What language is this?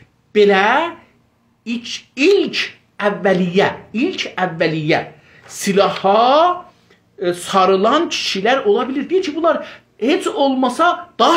South Azerbaijani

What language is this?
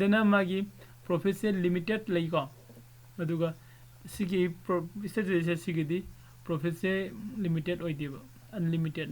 Manipuri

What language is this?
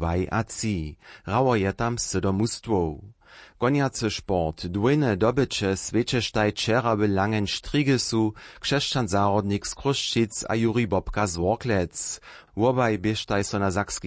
Upper Sorbian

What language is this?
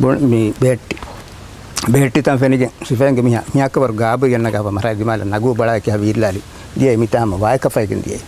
Divehi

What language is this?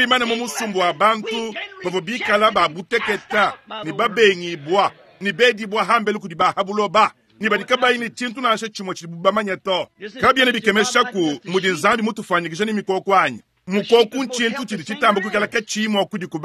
Luba-Lulua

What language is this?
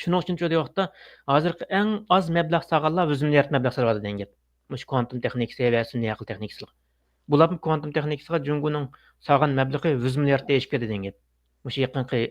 Uyghur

